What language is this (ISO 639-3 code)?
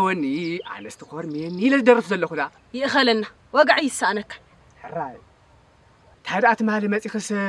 tir